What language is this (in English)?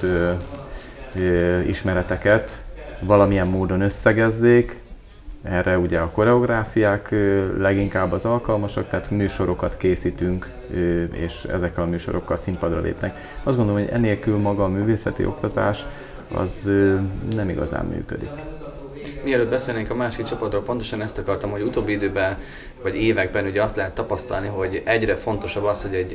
Hungarian